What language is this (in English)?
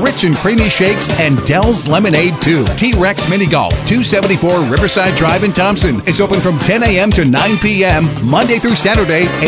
English